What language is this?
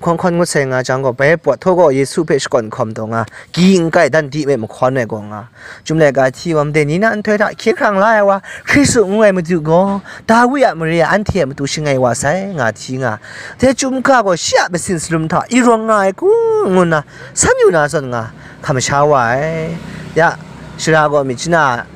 Kachin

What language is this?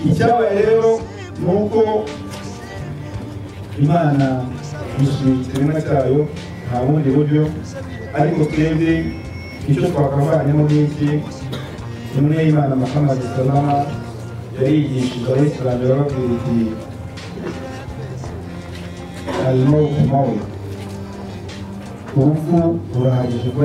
Kinyarwanda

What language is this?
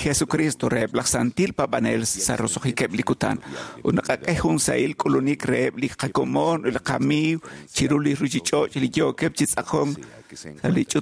Kekchí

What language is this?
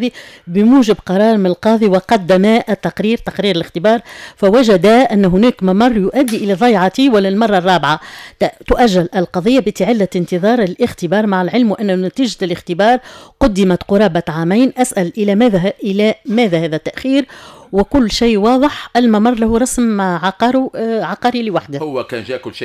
Tunisian Arabic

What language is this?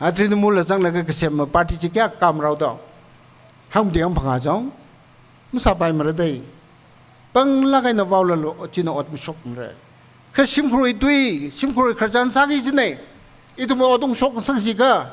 Tangkhul Naga (India)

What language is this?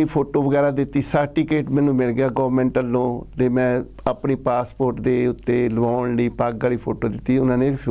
Punjabi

